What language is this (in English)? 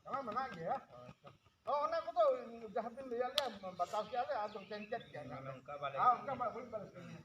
Santali